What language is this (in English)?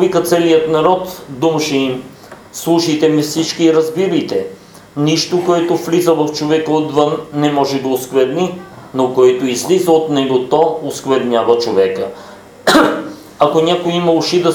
Bulgarian